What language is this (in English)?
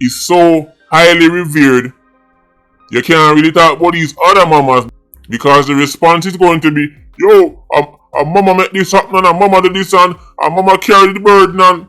Jamaican Creole English